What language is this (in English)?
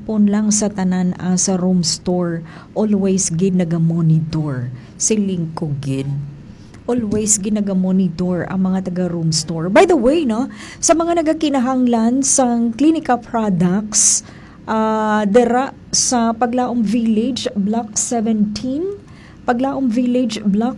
Hiligaynon